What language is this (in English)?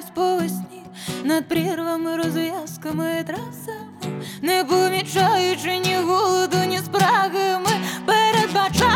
Ukrainian